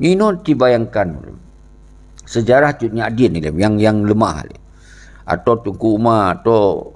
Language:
Achinese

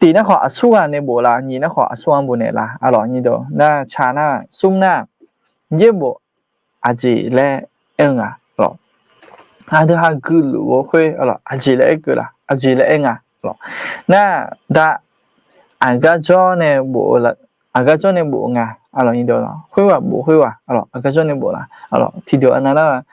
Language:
Akha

